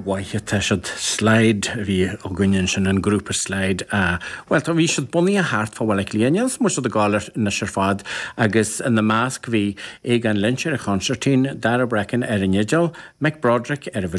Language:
Irish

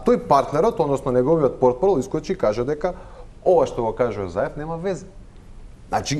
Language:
Macedonian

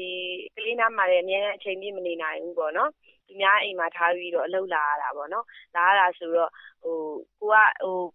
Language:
Burmese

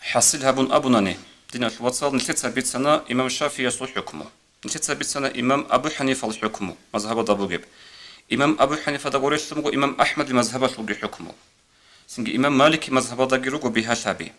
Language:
Avaric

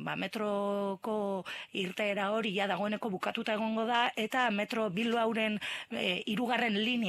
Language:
Basque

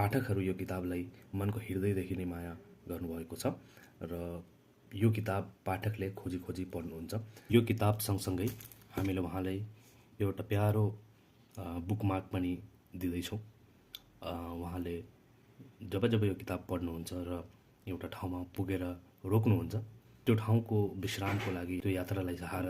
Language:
Nepali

